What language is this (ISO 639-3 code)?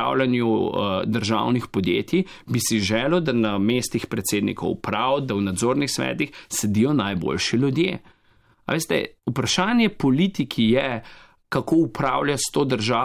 slv